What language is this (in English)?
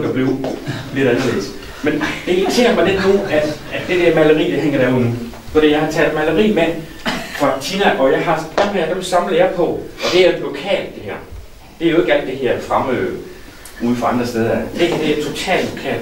Danish